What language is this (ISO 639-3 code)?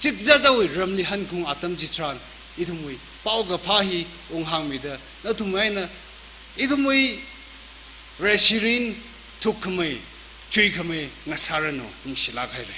nmf